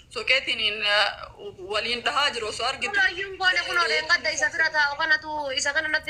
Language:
Oromo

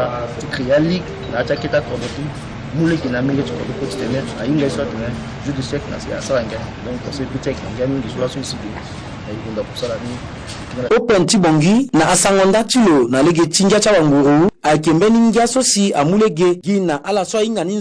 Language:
Sango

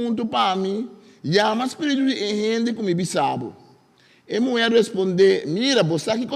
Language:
Papiamento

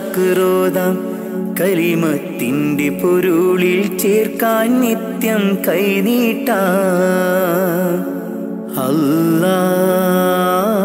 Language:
Malayalam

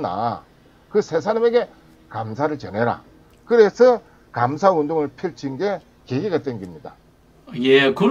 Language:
Korean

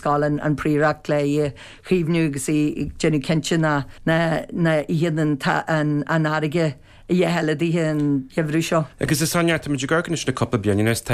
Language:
Irish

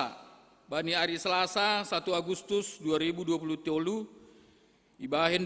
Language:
Batak Simalungun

